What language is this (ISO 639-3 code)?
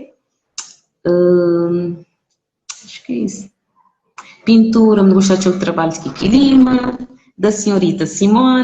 kea